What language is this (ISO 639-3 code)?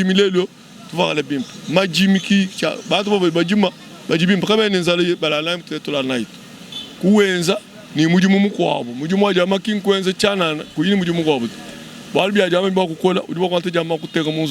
lua